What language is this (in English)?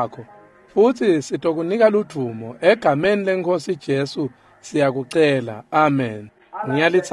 Swati